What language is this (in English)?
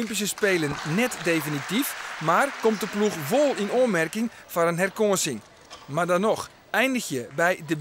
Western Frisian